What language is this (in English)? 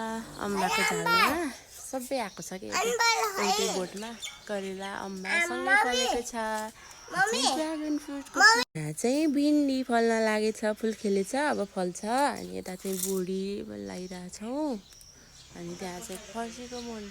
Nepali